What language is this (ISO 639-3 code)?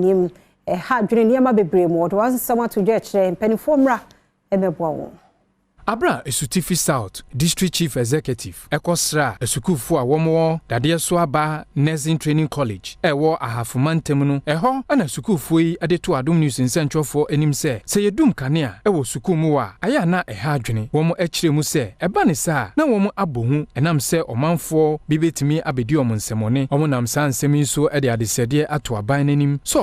aka